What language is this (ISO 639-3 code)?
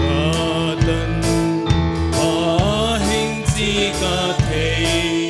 pck